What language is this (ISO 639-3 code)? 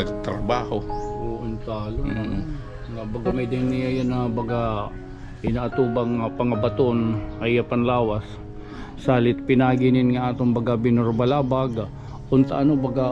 war